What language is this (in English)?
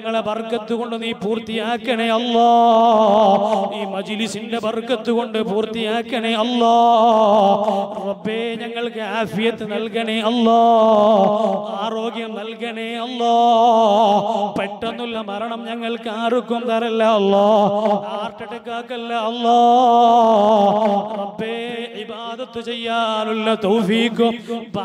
Malayalam